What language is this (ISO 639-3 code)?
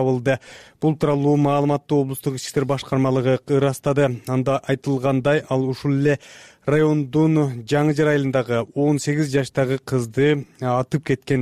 kir